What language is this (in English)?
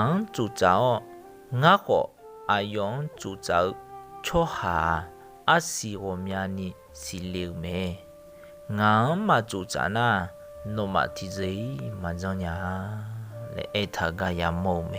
Akha